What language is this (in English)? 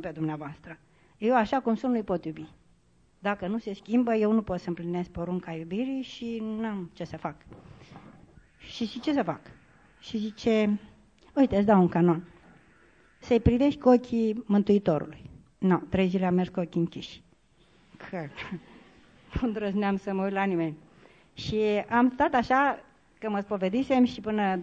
Romanian